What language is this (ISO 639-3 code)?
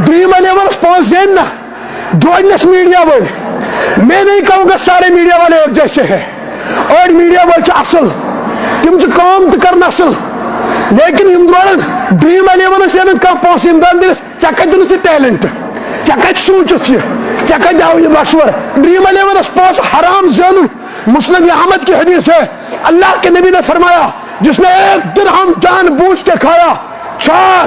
kas